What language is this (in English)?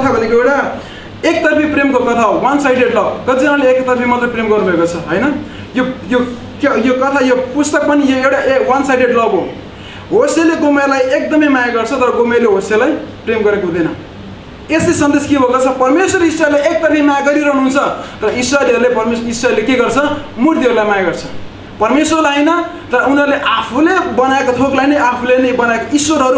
Nepali